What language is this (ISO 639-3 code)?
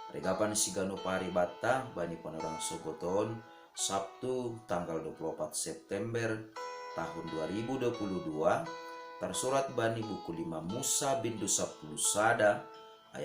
bts